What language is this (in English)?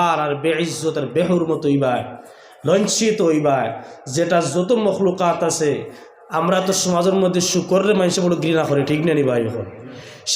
Sylheti